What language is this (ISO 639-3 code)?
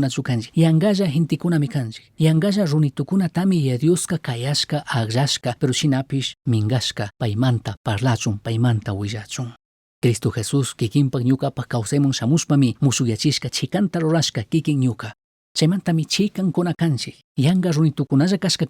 qug